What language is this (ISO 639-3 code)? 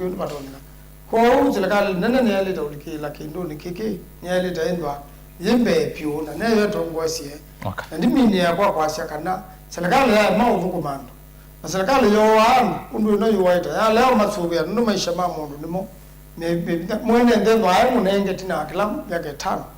kam